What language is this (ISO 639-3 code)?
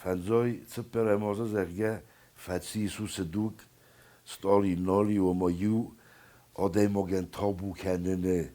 oss